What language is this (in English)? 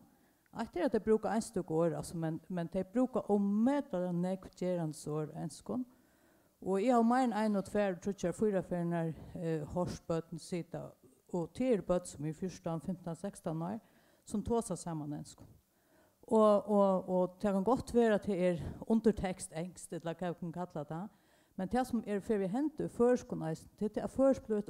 Faroese